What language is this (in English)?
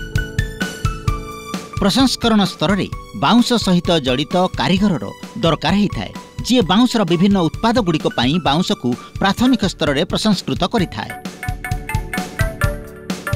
Odia